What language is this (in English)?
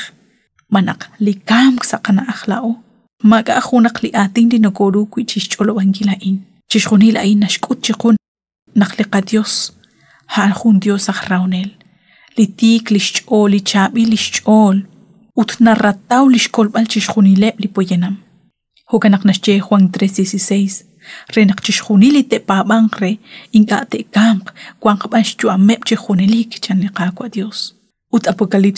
Kekchí